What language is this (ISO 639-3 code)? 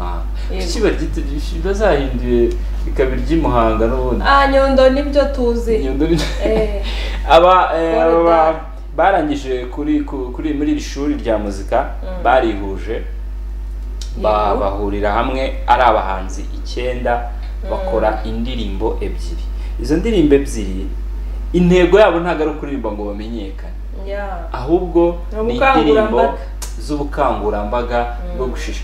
kin